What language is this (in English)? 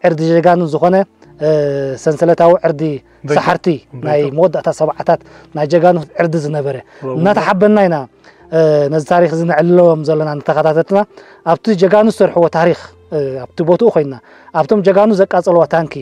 Tigrinya